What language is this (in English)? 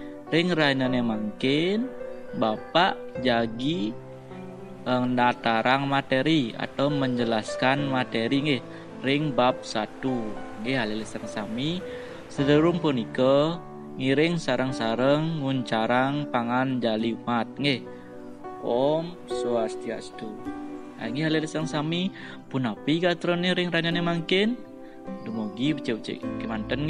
Balinese